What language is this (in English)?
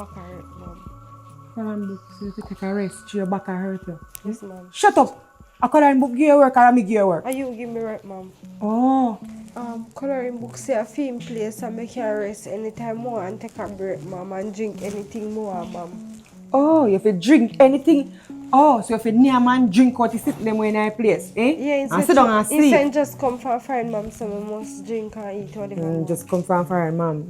Jamaican Creole English